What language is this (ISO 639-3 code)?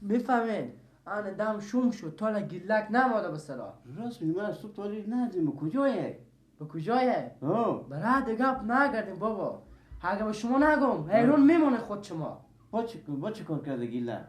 fas